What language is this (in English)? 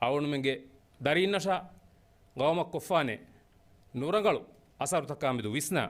Divehi